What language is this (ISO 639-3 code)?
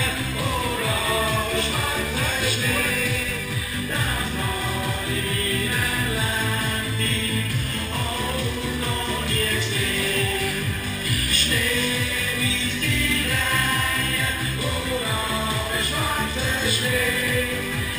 deu